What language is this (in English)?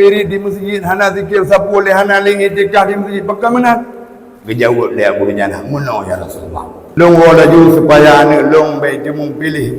Achinese